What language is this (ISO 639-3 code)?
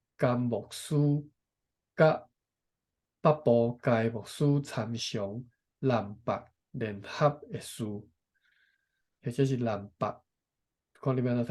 nan